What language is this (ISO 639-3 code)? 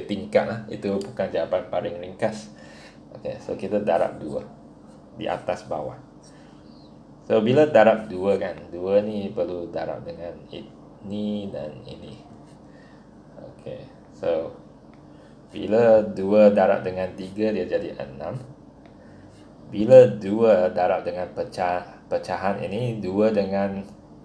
msa